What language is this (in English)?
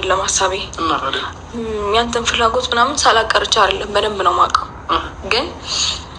Amharic